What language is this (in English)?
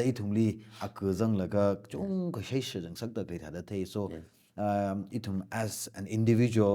Tangkhul Naga (India)